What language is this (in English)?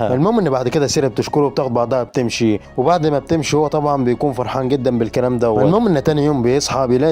Egyptian Arabic